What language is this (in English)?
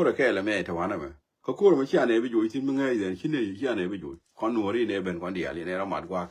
Nuer